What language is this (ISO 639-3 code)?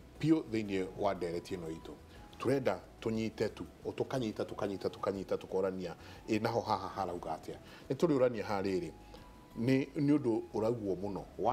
kik